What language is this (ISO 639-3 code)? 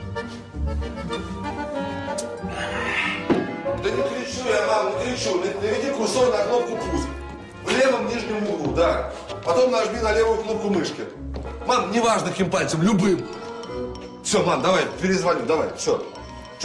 rus